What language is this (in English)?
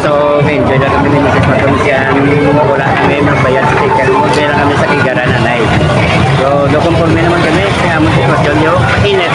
Hiligaynon